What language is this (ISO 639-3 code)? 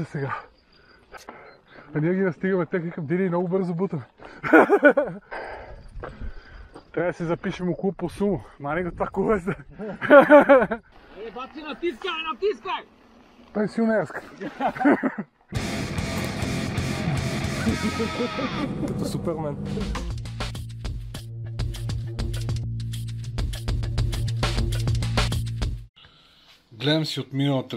bul